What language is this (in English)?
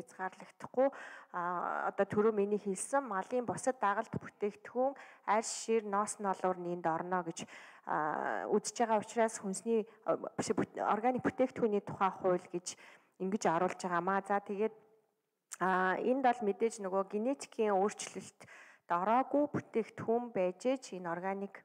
Mongolian